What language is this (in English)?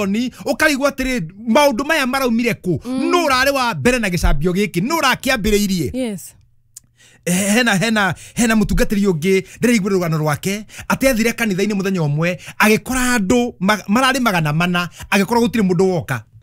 Kikuyu